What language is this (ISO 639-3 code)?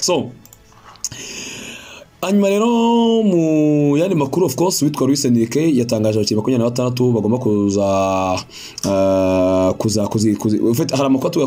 kin